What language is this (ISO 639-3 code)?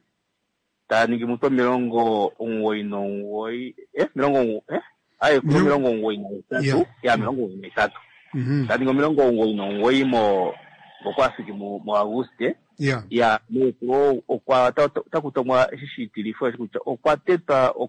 kua